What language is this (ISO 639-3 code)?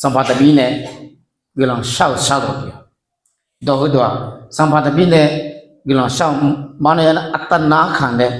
ahk